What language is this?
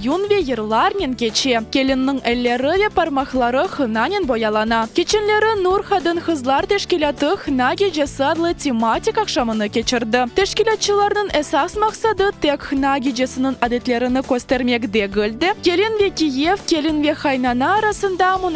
Crimean Tatar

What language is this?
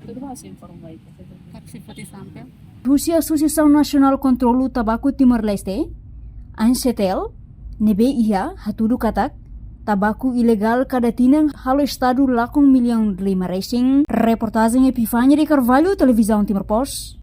Tetum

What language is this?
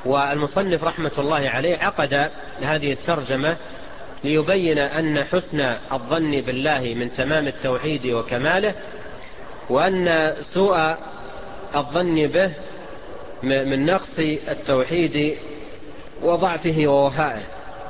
Arabic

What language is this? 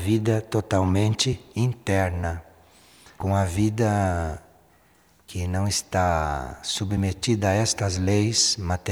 Portuguese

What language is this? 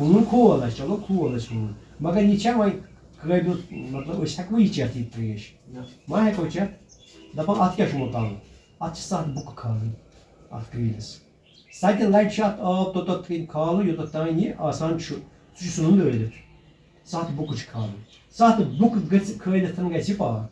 Kashmiri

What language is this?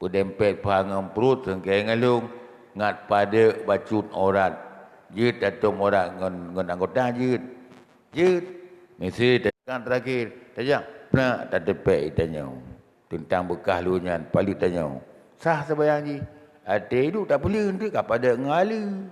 Achinese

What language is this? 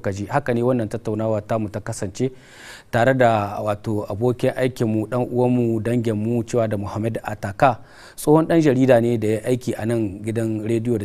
Hausa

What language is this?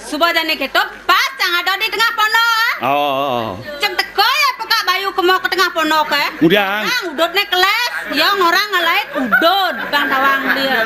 Balinese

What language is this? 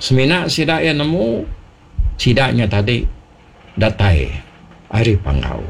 Iban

